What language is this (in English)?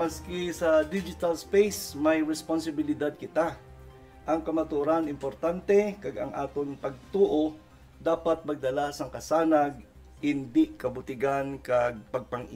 Hiligaynon